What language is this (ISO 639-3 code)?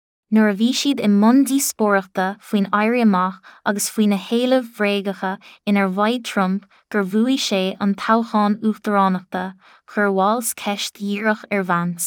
gle